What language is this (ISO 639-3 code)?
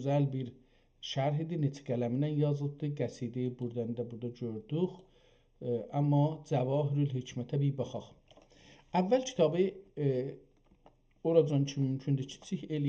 azb